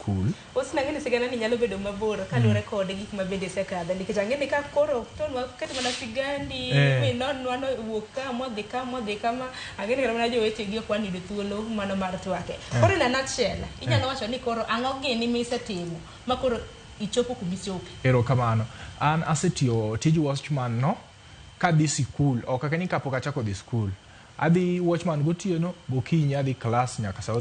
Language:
Luo (Kenya and Tanzania)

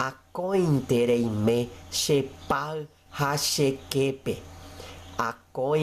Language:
Guarani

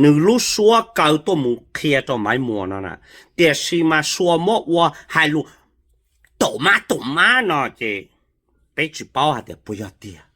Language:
Hmong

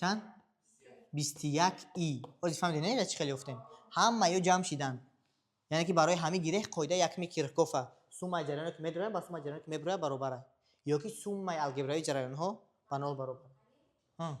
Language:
Tajik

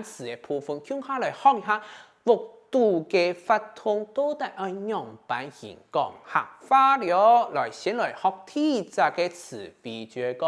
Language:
Hakka Chinese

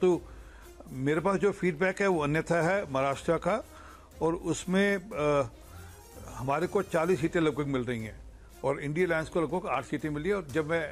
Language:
Hindi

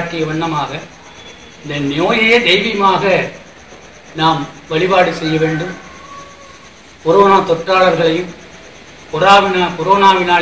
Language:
Tamil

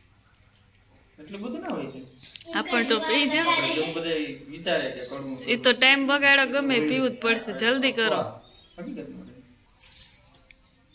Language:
Gujarati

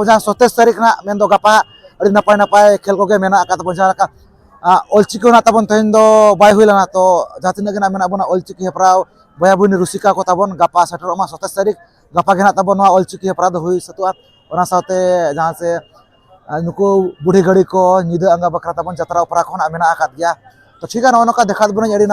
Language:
Santali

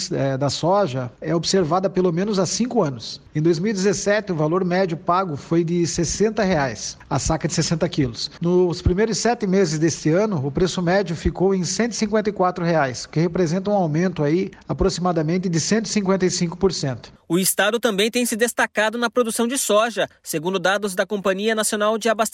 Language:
Portuguese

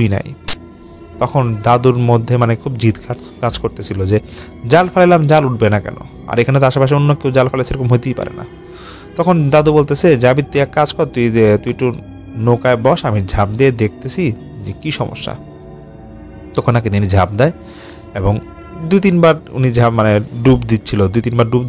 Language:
Bangla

